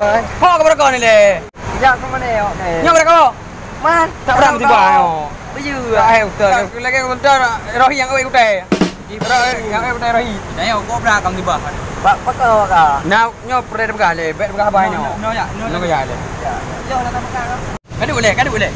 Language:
Achinese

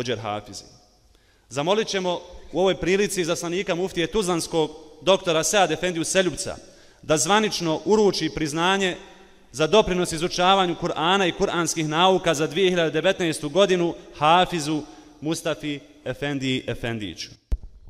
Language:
Bosnian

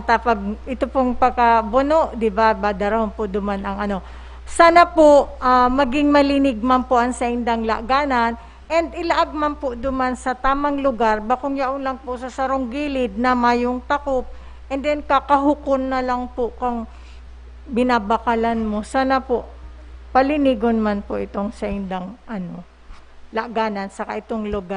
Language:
Bikol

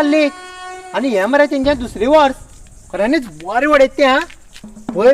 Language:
Konkani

